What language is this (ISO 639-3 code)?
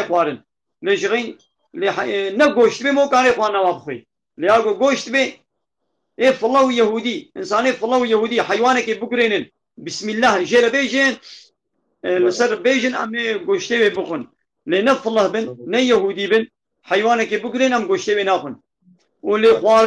kur